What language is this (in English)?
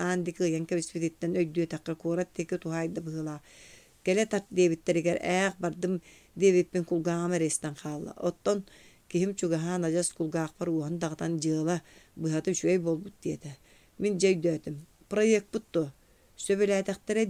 Yakut